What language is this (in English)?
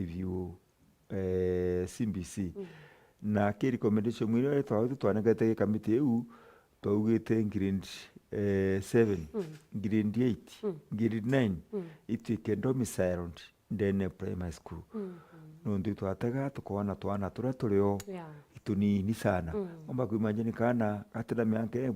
Meru